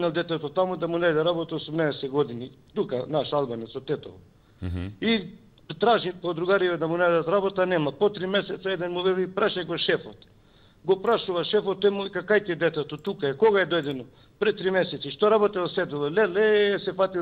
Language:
Macedonian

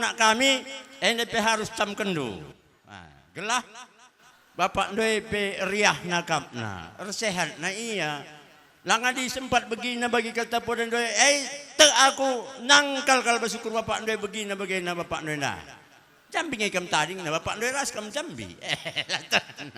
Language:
Batak Karo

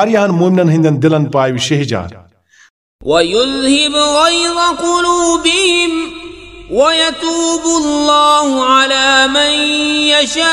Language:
Kashmiri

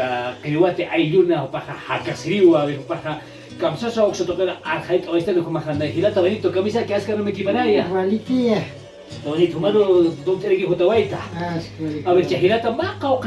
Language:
Aymara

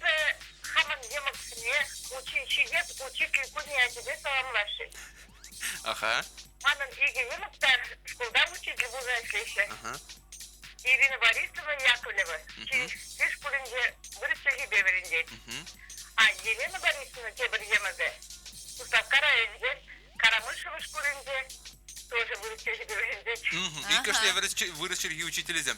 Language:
Chuvash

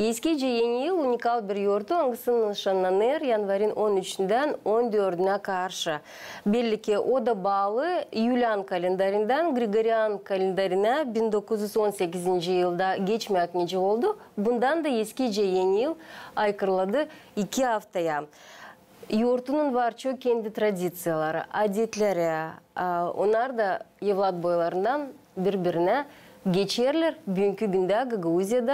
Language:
Gagauz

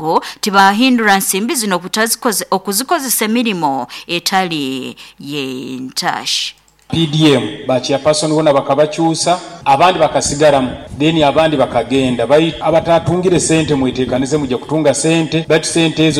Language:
Nyoro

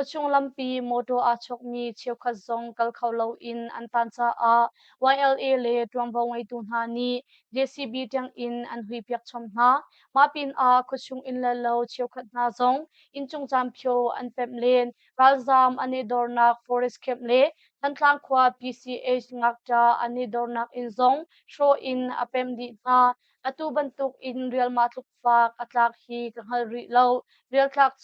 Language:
Hakha Chin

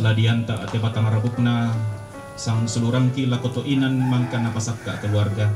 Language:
Toraja-Sa'dan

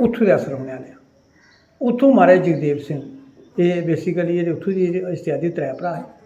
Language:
Dogri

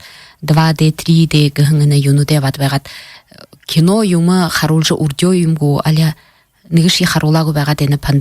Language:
Buriat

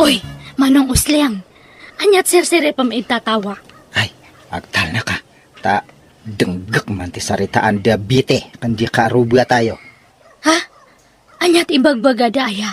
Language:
Iloko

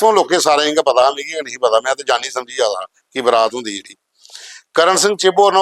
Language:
Dogri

